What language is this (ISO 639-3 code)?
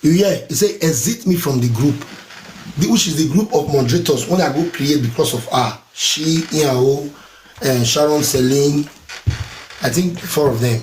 pcm